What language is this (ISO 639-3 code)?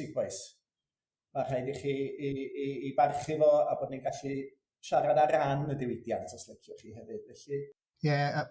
cym